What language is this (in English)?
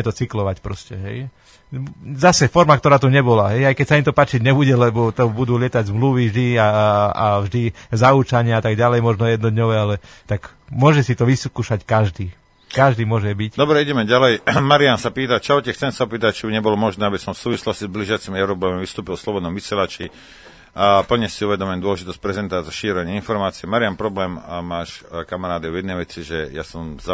Slovak